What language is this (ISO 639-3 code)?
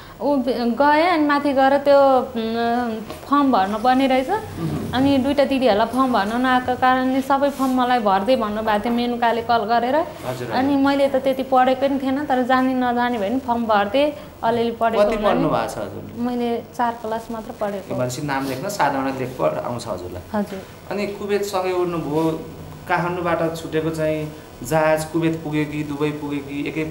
nep